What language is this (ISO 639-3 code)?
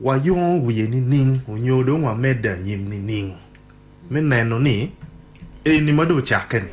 ach